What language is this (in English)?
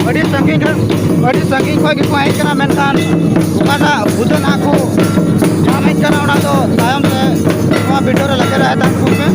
Santali